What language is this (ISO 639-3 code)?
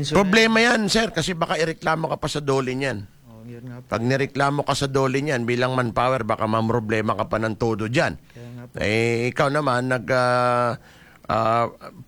fil